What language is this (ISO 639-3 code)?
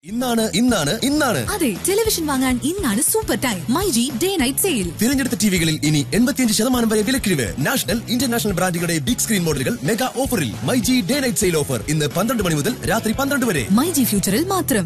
mal